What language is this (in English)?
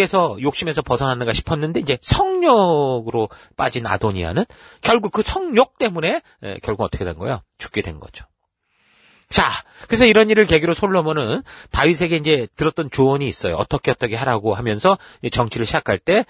Korean